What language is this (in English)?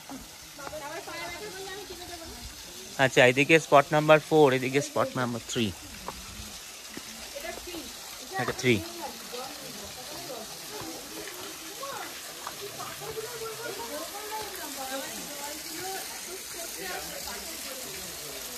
Bangla